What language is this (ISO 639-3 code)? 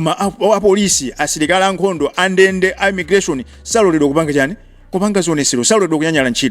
nya